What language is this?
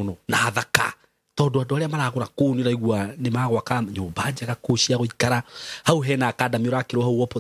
Kikuyu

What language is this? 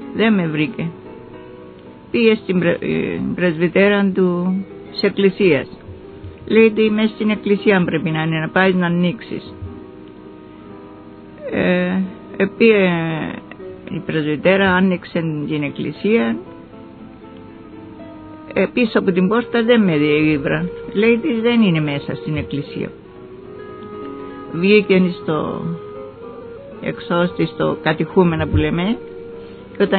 Greek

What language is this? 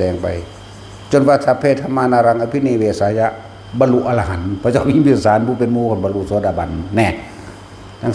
Northeastern Thai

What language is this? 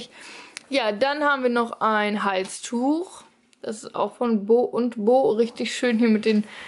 German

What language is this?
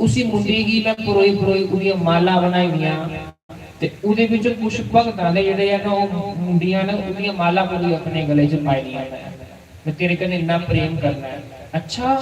Dogri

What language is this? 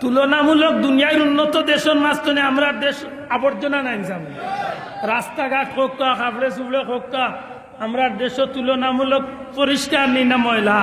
Sylheti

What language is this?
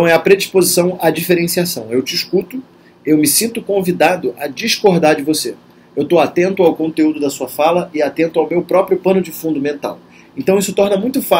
Portuguese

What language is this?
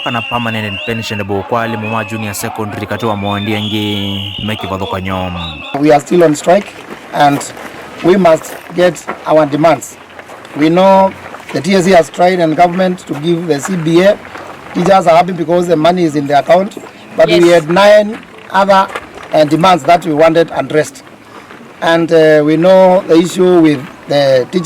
Kamba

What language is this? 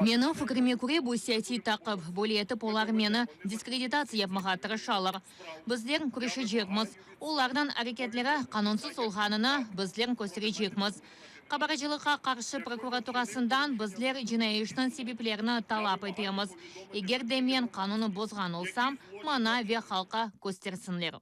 Crimean Tatar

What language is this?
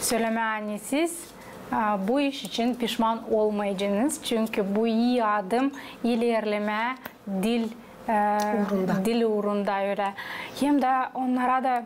Gagauz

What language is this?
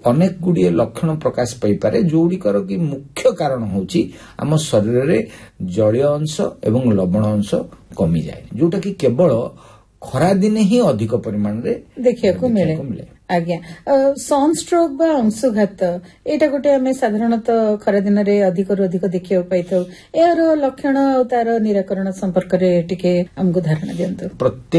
Odia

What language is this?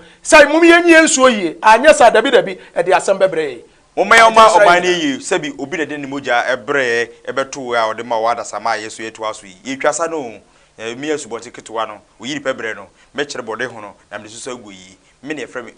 Akan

